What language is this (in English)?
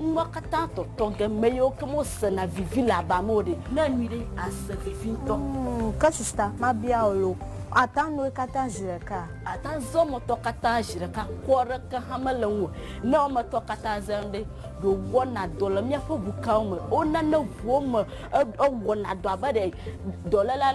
Ewe